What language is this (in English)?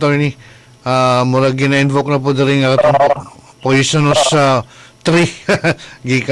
Cebuano